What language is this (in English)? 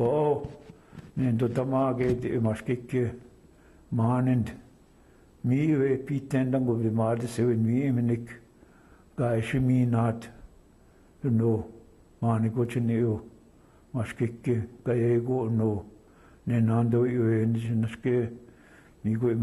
Chippewa